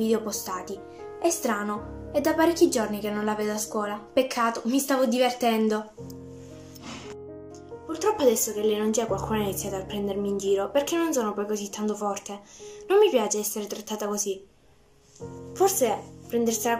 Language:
Italian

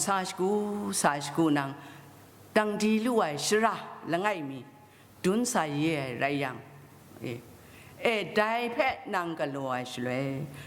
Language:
Kachin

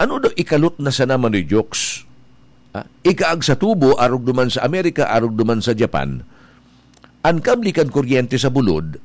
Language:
Bikol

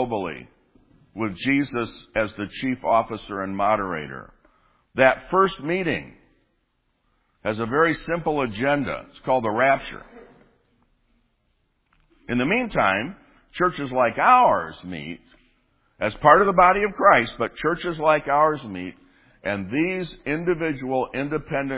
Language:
English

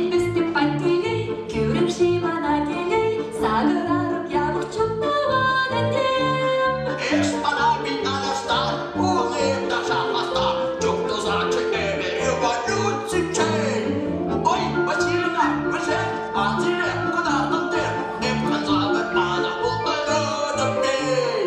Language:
Chuvash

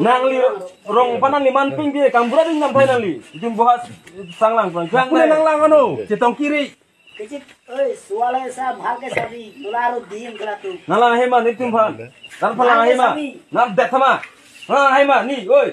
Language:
Karbi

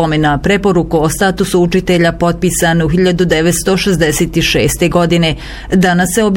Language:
Bosnian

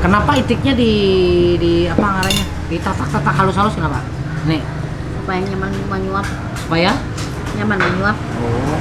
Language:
Banjar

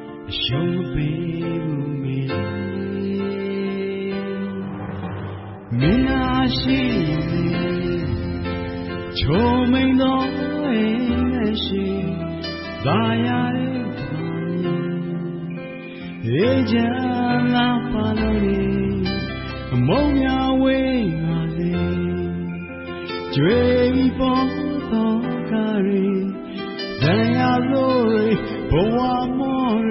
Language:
Burmese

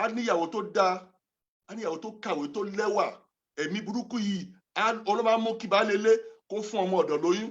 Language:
Yoruba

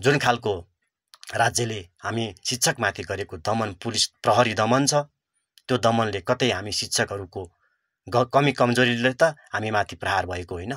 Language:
Nepali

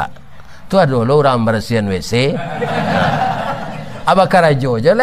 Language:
Minangkabau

